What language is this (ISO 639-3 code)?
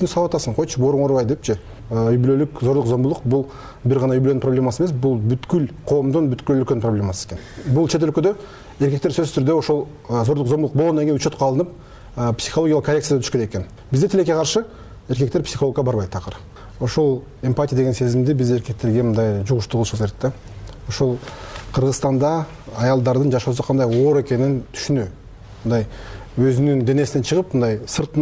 kir